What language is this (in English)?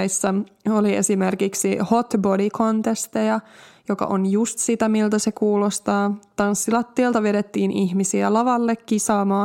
Finnish